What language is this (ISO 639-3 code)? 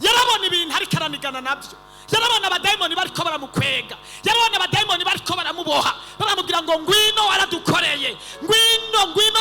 run